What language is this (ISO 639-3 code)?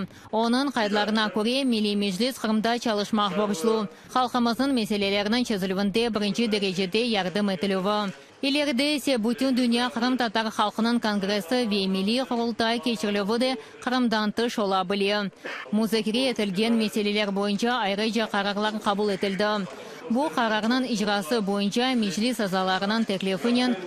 crh